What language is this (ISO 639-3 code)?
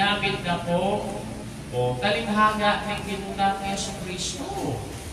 pam